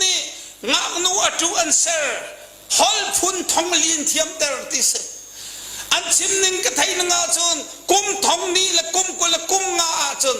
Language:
Hakha Chin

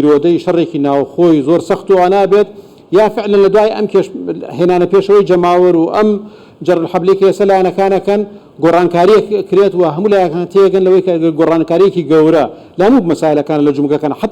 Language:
Central Kurdish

